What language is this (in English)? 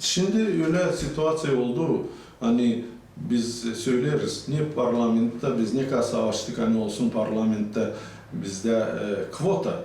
Gagauz